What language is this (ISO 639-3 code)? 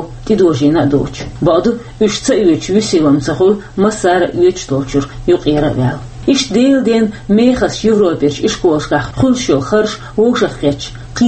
che